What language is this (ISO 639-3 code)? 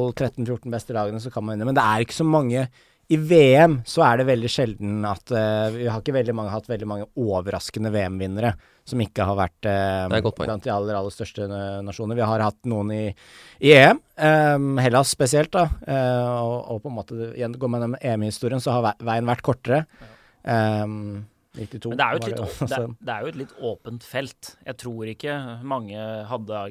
nor